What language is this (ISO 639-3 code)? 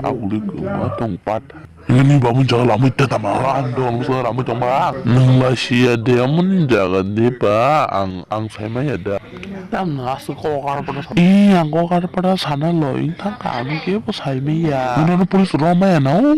trp